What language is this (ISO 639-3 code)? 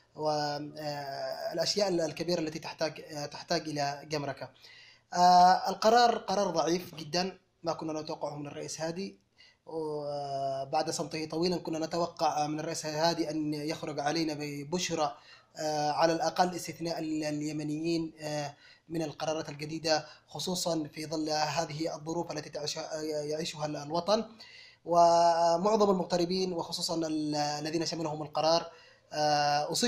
ara